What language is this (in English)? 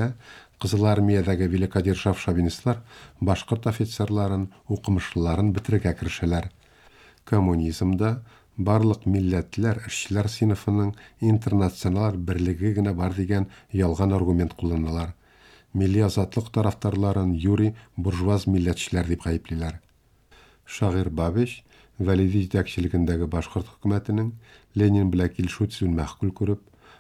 Tatar